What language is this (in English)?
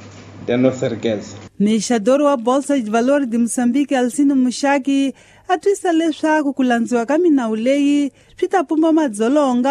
Tsonga